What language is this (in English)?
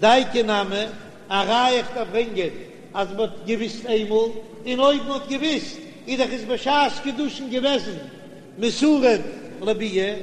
Yiddish